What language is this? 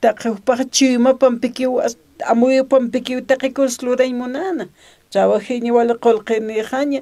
Aymara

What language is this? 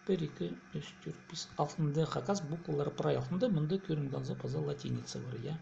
Khakas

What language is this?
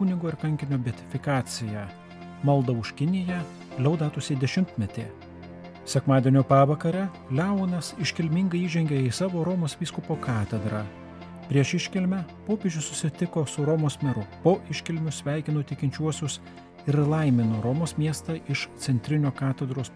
Lithuanian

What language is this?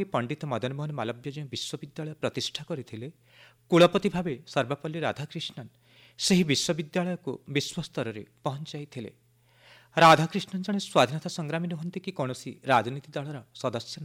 Odia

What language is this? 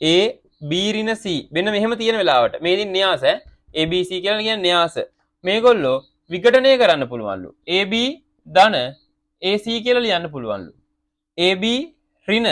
Sinhala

